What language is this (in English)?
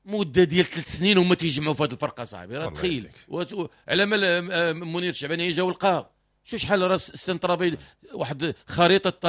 Moroccan Arabic